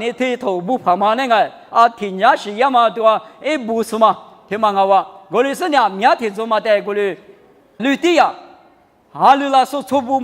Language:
Lisu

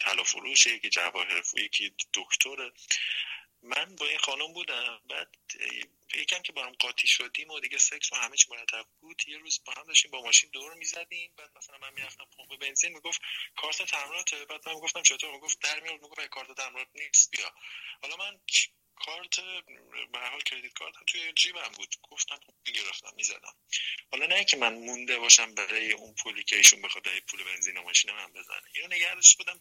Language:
Persian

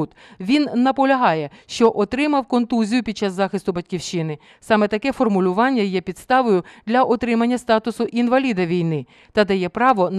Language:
Ukrainian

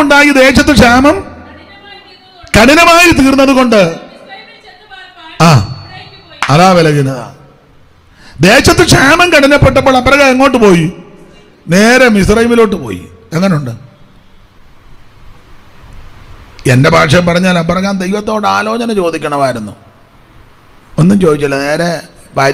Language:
Malayalam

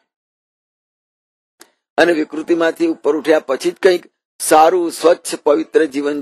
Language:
Gujarati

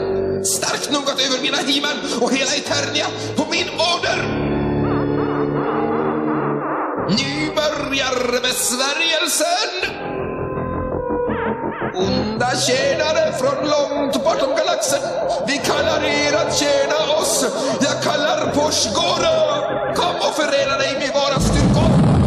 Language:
Swedish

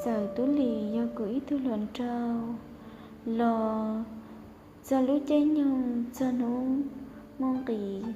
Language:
Hmong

